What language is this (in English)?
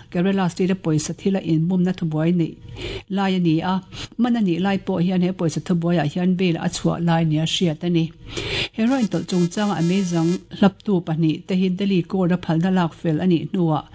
Mizo